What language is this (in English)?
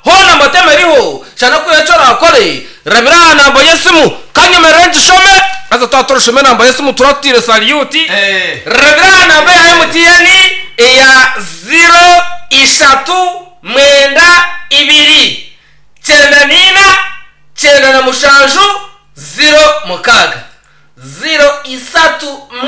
Nyankole